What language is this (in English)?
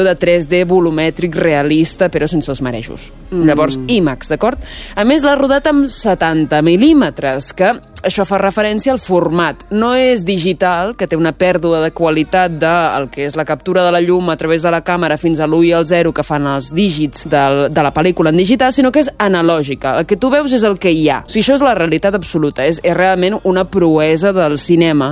Catalan